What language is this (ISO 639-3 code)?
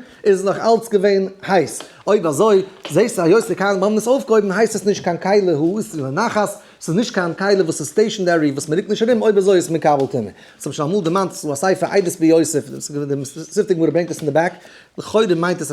yid